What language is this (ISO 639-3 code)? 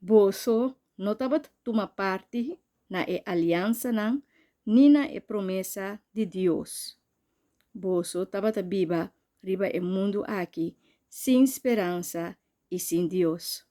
pap